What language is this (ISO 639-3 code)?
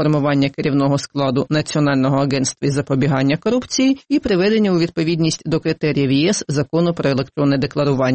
ukr